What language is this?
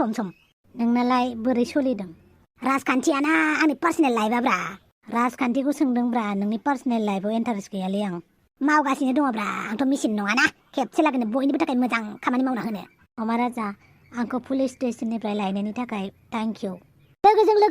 Bodo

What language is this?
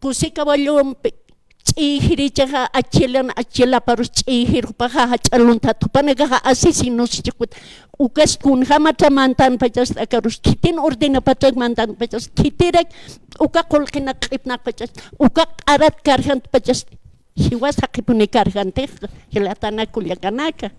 Aymara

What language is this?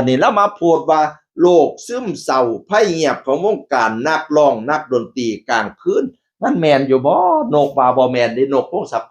Northeastern Thai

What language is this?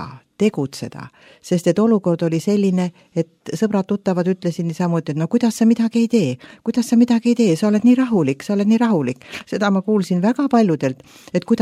Estonian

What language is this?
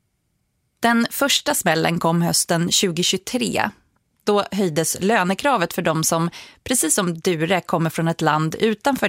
Swedish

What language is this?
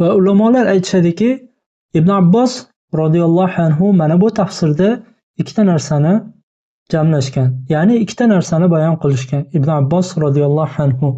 Uzbek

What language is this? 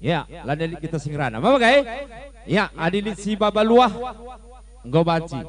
Batak Karo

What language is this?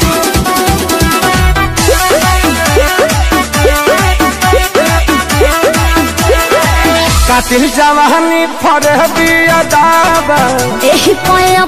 Bhojpuri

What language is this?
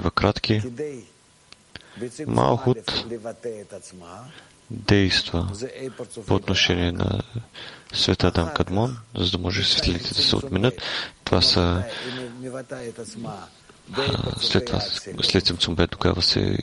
Bulgarian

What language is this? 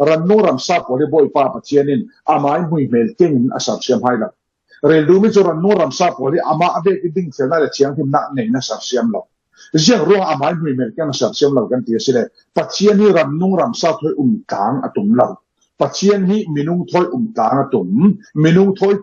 Falam Chin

